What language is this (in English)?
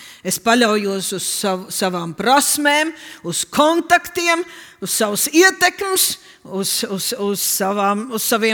Latvian